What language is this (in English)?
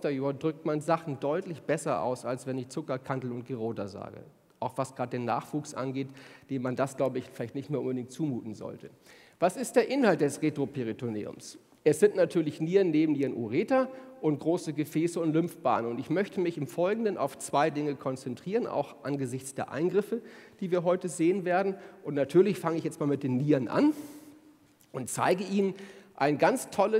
German